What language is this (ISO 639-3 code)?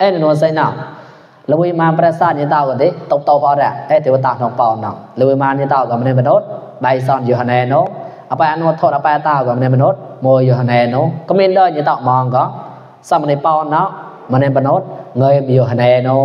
mnw